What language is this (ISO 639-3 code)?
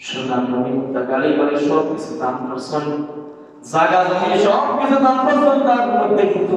syl